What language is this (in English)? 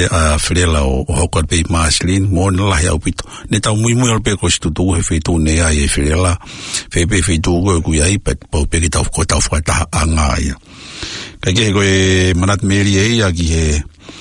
Tongan